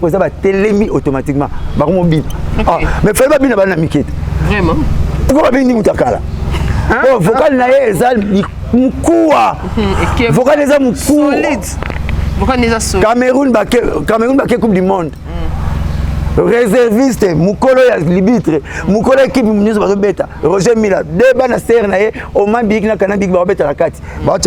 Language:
Lingala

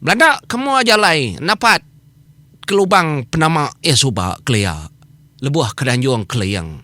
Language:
Iban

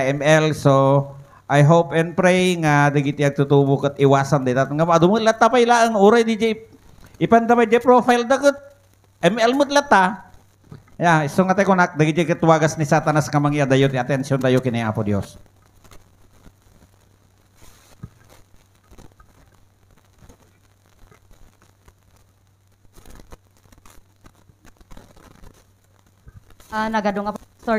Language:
Iloko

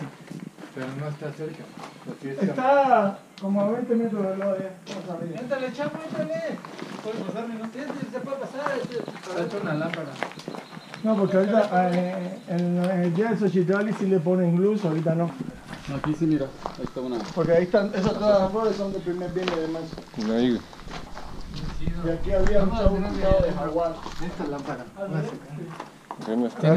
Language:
Spanish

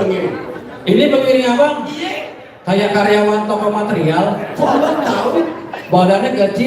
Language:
Betawi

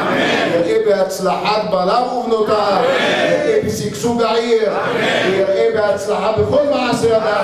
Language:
Hebrew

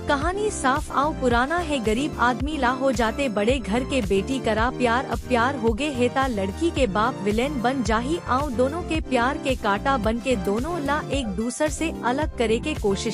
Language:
Chhattisgarhi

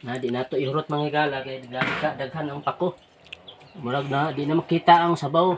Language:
Cebuano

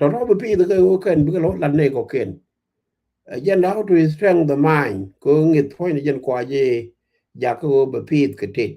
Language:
Nuer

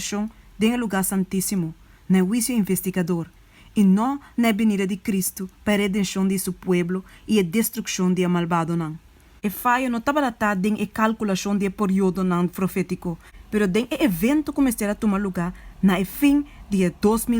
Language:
Papiamento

